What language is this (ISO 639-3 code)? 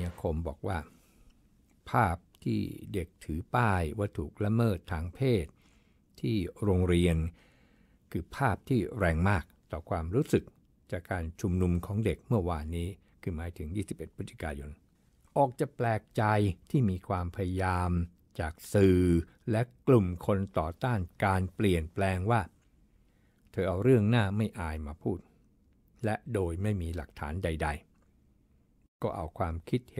tha